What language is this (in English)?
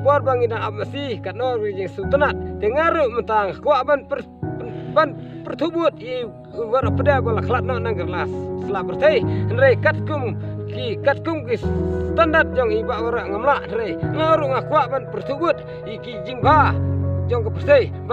Khasi